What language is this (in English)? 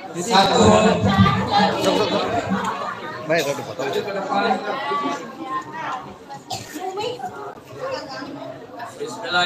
Indonesian